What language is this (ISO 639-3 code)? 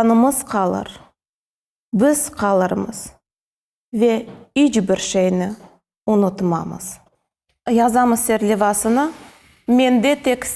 crh